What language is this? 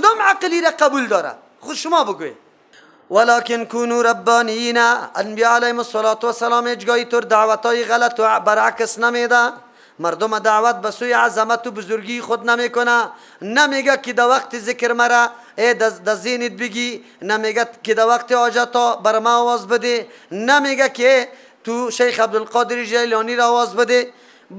Persian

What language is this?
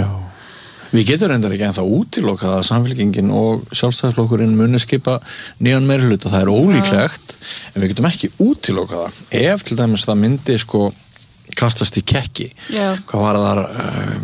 Icelandic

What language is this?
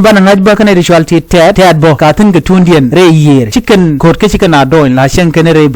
Nuer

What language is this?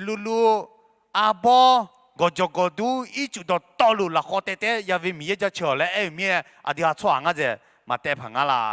Akha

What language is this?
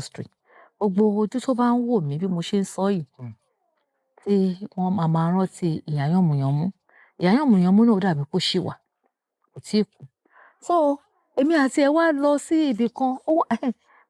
Yoruba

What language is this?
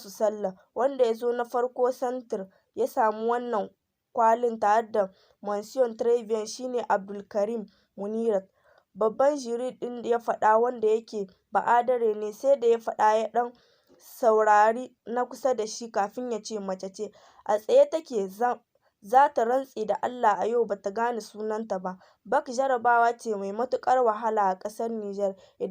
Hausa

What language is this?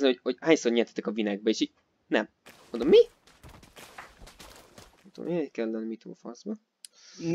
Hungarian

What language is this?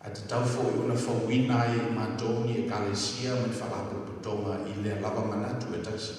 Samoan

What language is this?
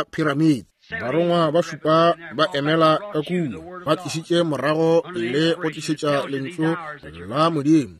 Northern Sotho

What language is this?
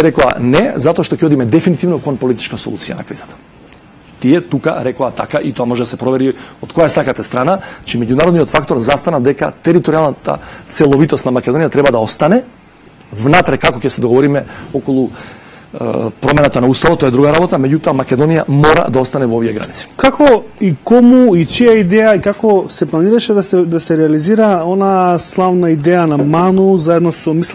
Macedonian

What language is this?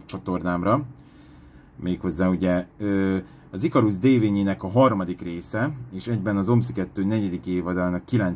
Hungarian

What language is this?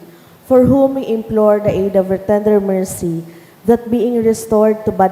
Bikol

